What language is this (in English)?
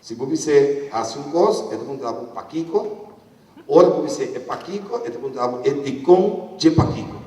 Papiamento